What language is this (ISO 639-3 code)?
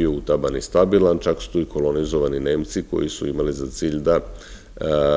srp